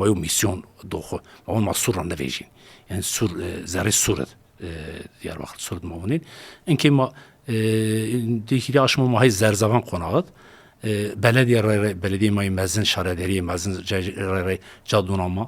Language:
Zaza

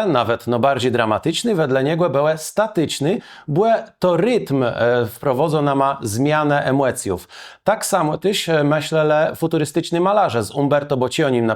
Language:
Kashubian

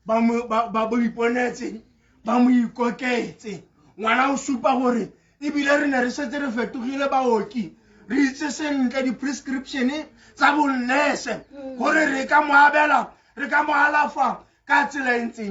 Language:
Tswana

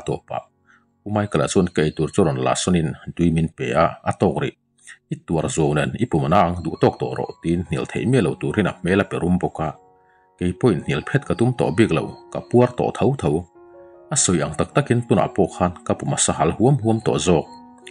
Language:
Mizo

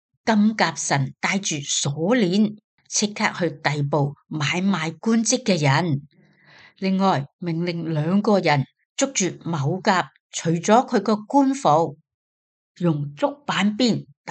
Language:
Cantonese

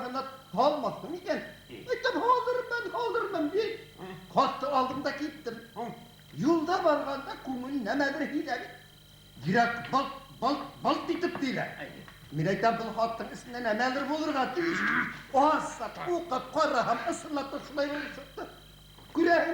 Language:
Bashkir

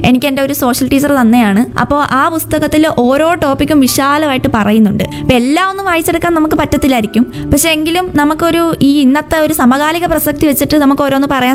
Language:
Malayalam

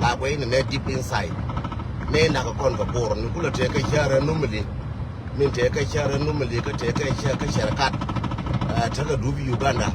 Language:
Nuer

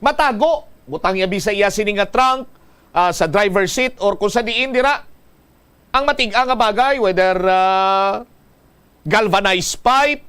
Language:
Hiligaynon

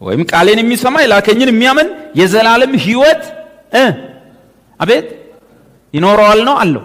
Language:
Amharic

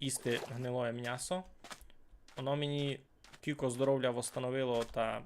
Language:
Rusyn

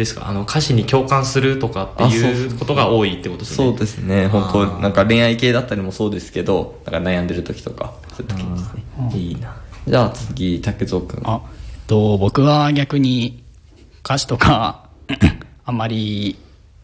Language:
Japanese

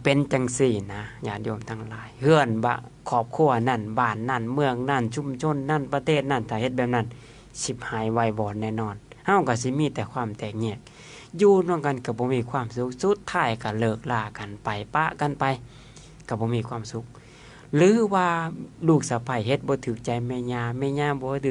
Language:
Lao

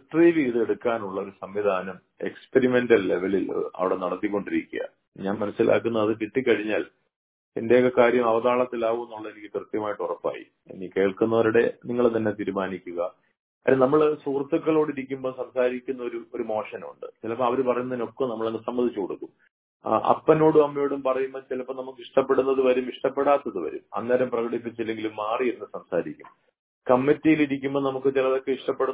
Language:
Malayalam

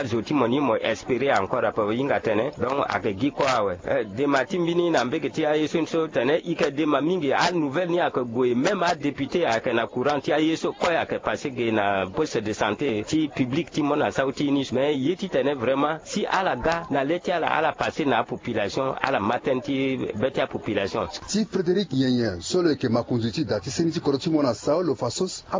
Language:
Sango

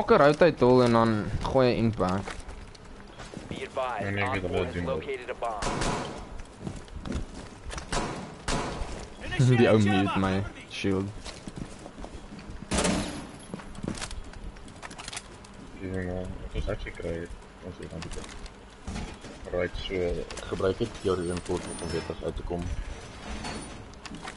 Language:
Afrikaans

